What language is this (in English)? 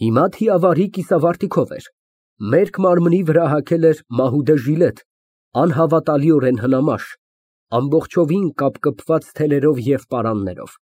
Armenian